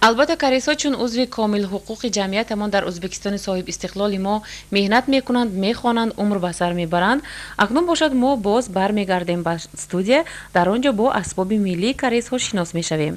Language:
Tajik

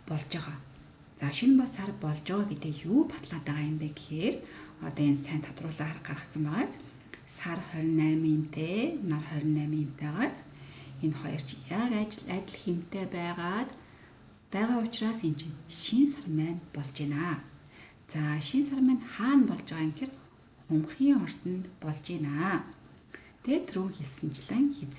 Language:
Mongolian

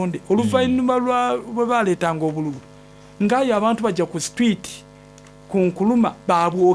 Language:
Soga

